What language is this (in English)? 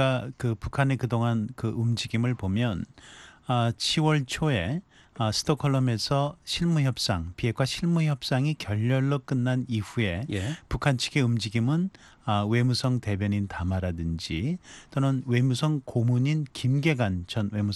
Korean